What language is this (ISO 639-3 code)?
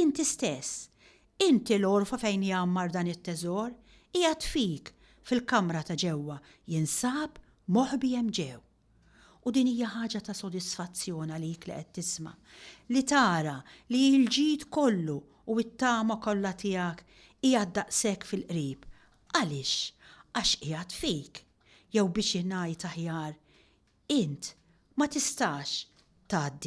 mlt